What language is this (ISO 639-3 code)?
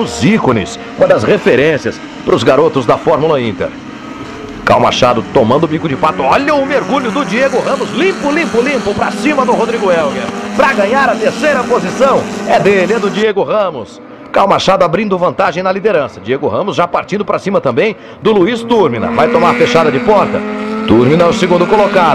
por